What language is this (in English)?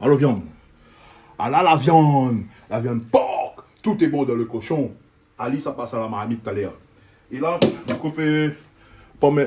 Réunion Creole French